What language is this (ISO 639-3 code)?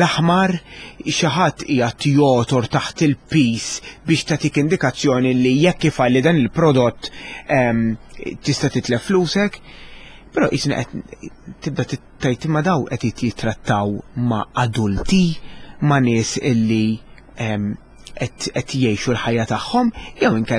mlt